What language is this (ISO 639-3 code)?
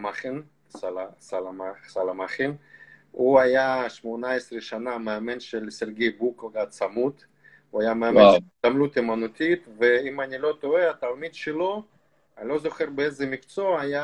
heb